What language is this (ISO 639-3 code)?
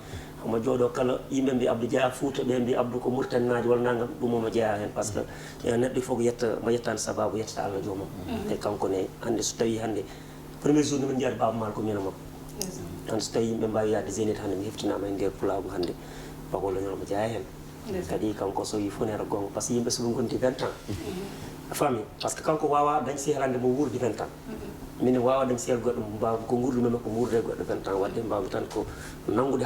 ful